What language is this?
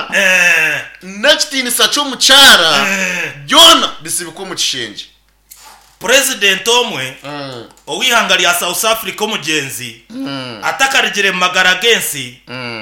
Nyankole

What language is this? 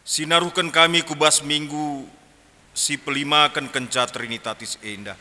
Batak Karo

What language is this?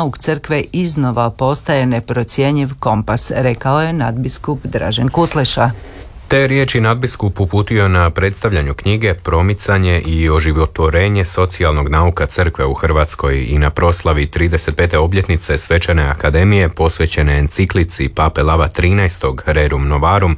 Croatian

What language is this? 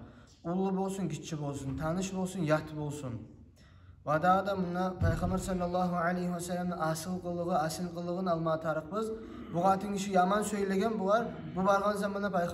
Kumyk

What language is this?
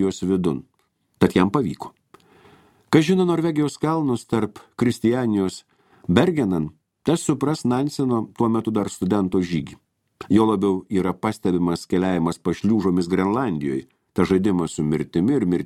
Lithuanian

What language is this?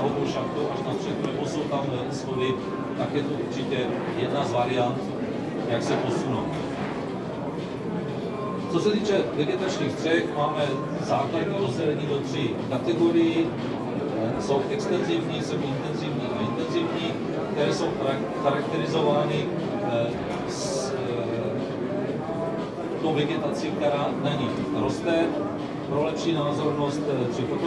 Czech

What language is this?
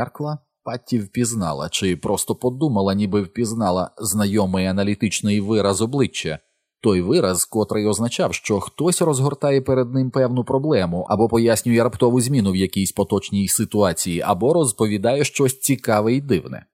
Ukrainian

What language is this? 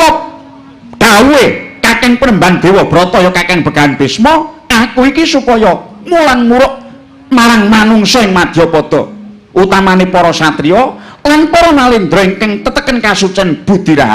Javanese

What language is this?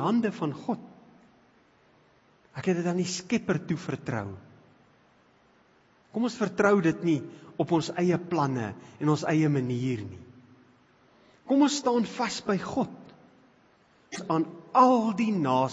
Afrikaans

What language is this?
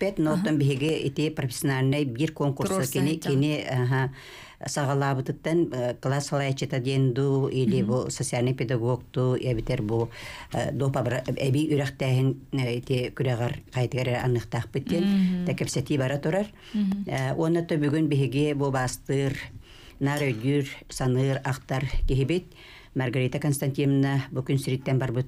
Yakut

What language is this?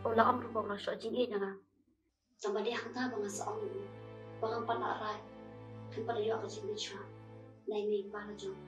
Khasi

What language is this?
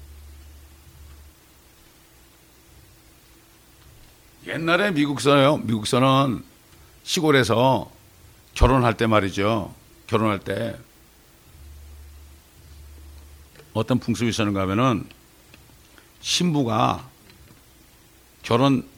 Korean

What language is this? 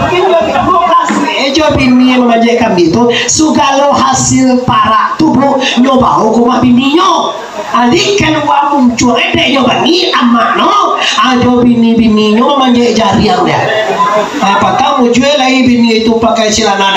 Minangkabau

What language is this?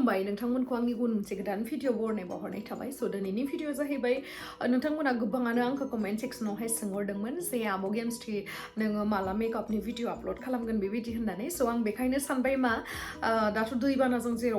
Bodo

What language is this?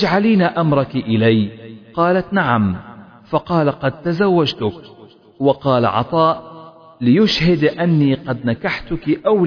Arabic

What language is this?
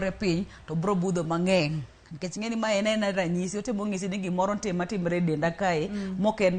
Luo (Kenya and Tanzania)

